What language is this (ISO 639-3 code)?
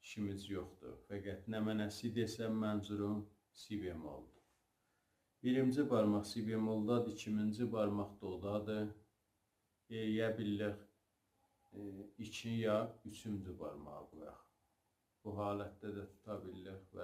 azb